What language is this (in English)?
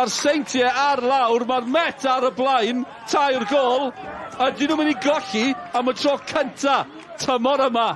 Welsh